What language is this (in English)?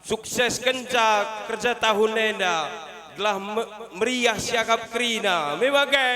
Batak Karo